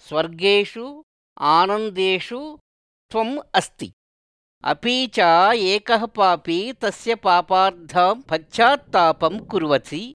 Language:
Sanskrit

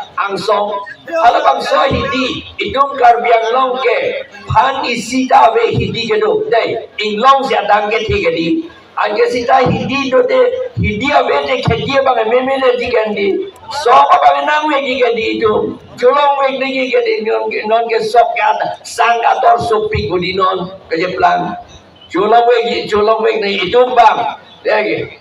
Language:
Karbi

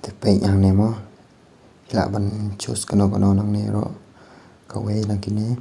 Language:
Khasi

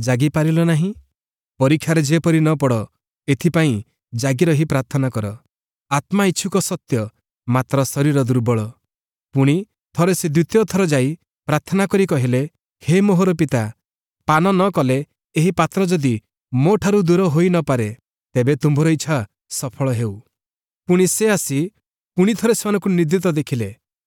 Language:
Odia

